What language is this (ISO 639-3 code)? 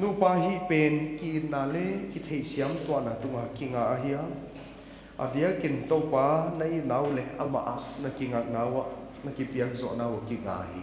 pck